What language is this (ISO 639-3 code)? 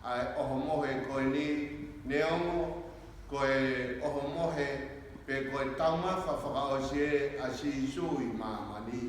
ton